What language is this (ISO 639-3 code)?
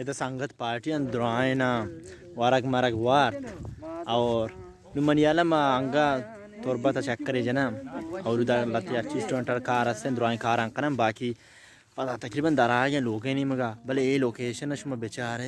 bal